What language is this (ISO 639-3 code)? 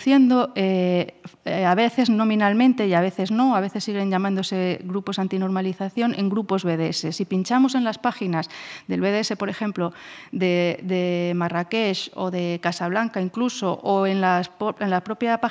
spa